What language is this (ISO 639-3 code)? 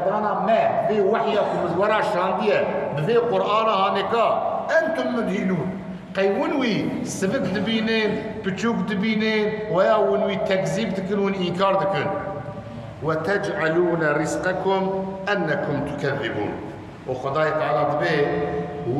kur